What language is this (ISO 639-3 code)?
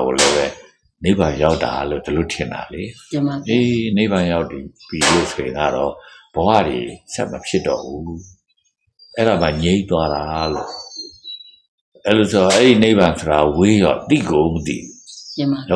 mya